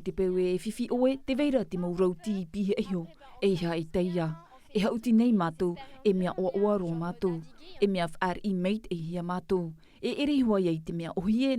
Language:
Tahitian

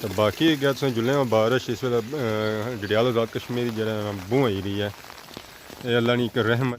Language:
Pahari-Potwari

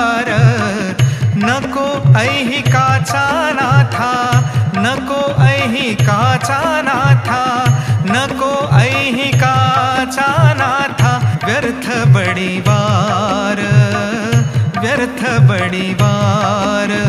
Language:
Marathi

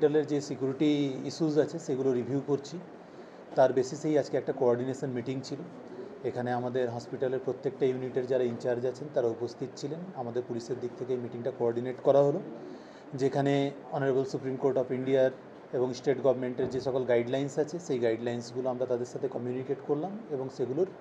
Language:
Bangla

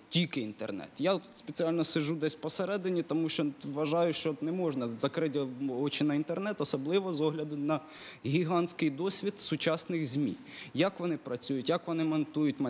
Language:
Ukrainian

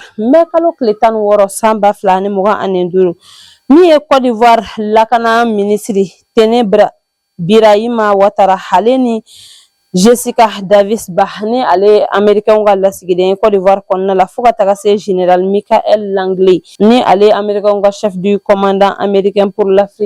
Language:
Bambara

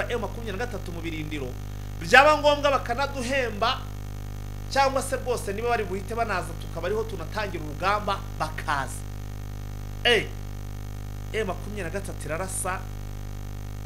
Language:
Kinyarwanda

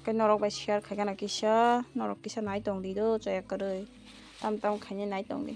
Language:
Kok Borok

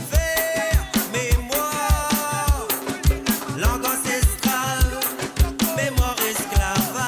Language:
Morisyen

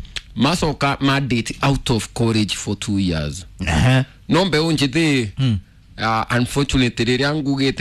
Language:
Kikuyu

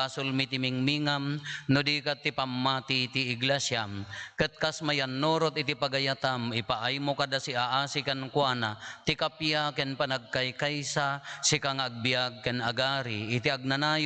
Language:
Iloko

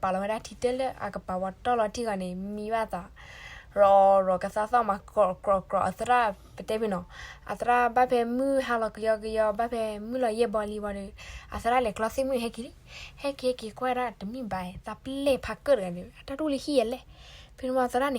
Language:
S'gaw Karen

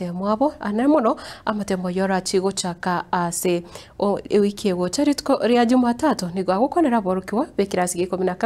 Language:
Gusii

